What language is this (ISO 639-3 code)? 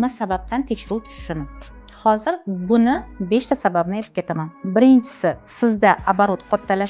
uzb